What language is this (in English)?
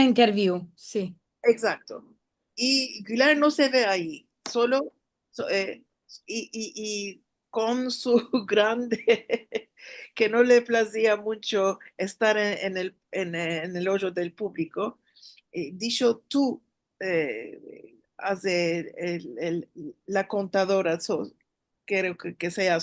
Ladino